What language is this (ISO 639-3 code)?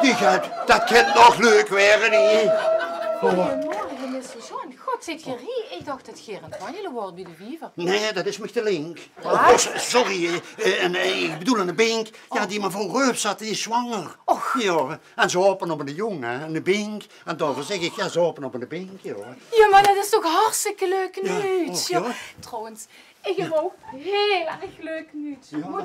lim